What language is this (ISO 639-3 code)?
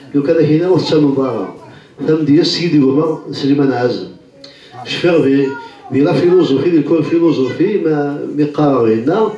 kab